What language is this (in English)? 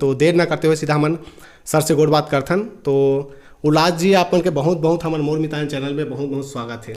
Chhattisgarhi